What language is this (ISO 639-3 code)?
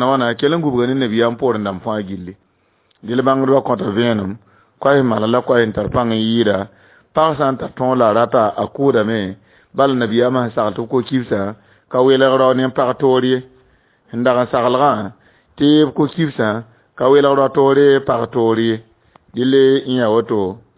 mos